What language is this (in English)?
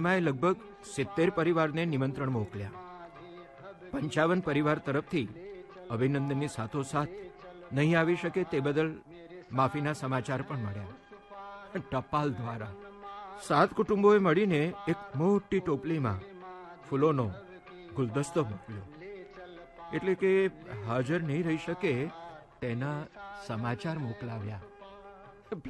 Gujarati